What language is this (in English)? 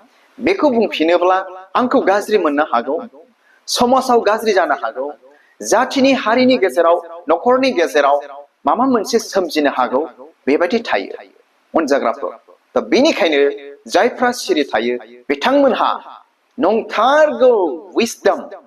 Bodo